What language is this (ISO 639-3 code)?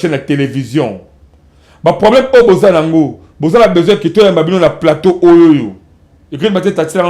lin